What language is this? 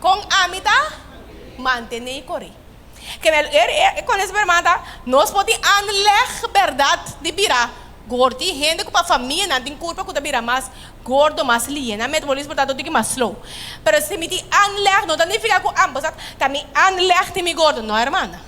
Papiamento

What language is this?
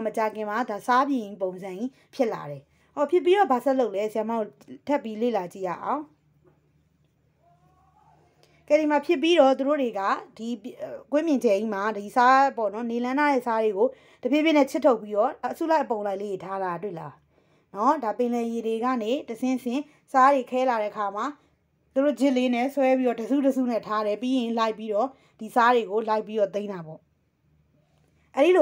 Burmese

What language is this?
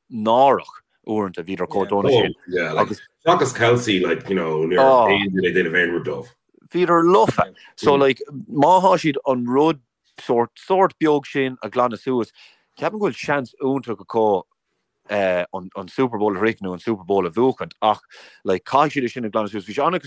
Irish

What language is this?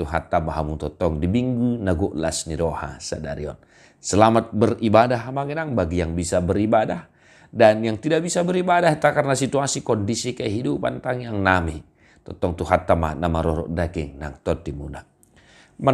Batak Toba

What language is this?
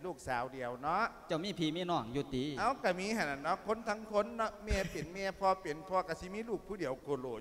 Lao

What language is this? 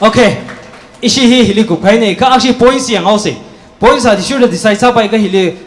Tangkhul Naga (India)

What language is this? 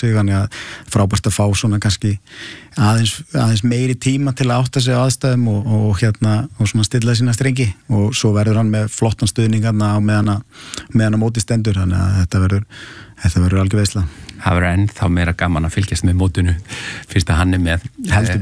Icelandic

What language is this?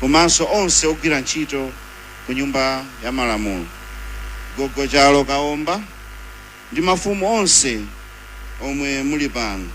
Nyanja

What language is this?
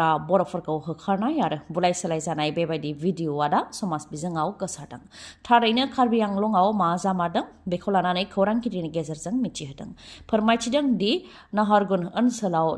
Bodo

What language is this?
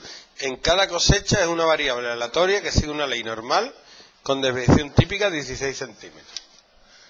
Spanish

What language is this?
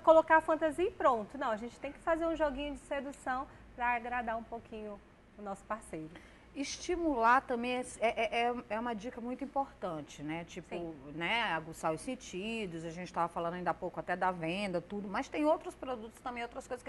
Portuguese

